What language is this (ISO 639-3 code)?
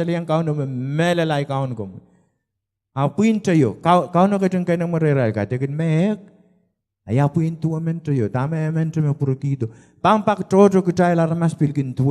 pon